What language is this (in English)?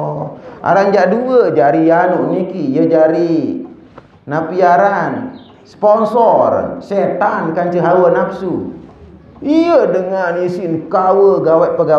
Sasak